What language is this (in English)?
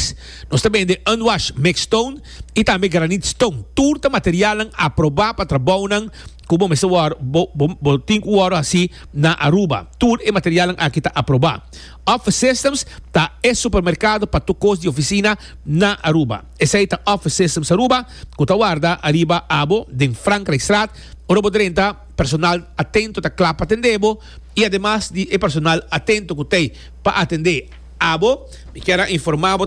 Papiamento